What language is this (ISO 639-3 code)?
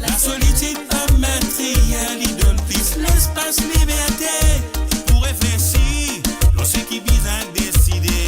mfe